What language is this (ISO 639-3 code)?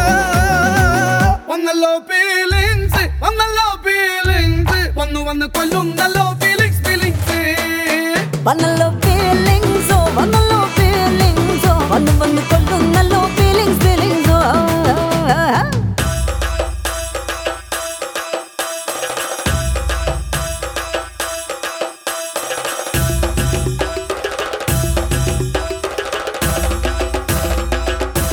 mal